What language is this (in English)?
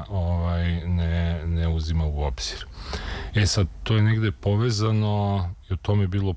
Serbian